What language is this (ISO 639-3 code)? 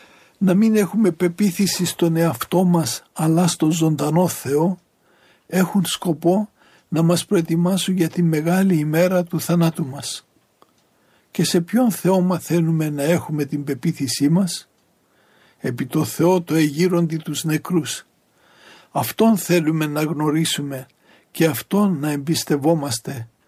ell